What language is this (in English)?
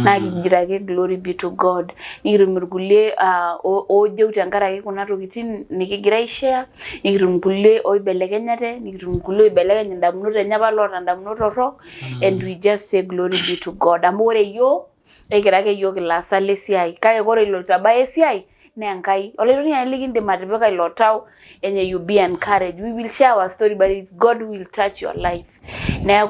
Masai